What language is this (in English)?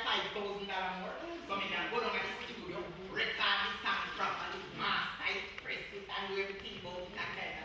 Jamaican Creole English